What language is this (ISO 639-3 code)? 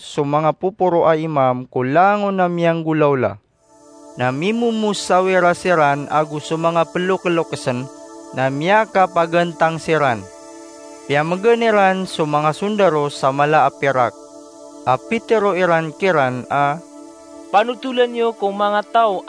mrw